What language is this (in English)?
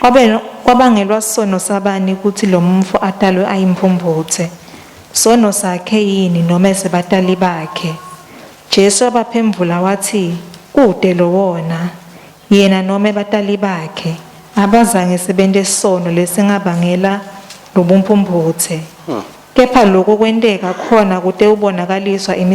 Swati